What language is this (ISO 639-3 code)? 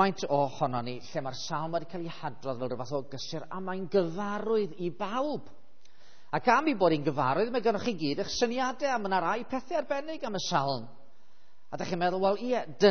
cym